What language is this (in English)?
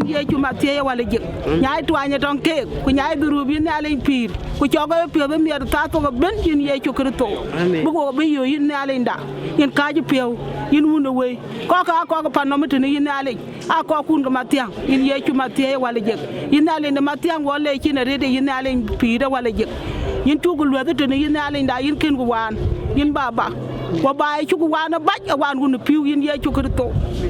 Dinka